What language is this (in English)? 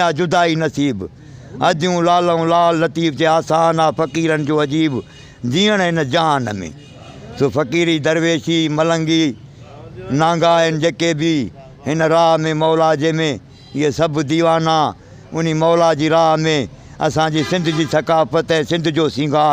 Sindhi